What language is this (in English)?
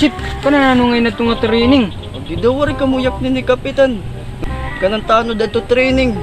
Waray